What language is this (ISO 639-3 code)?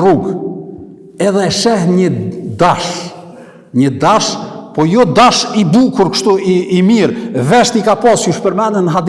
sqi